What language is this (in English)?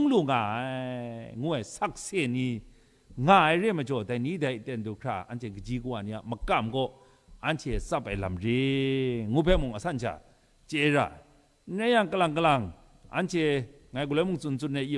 Kachin